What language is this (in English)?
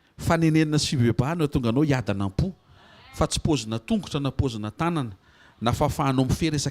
Malagasy